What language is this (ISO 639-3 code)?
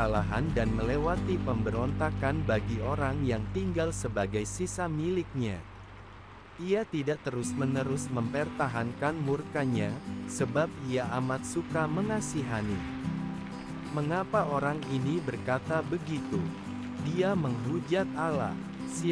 ind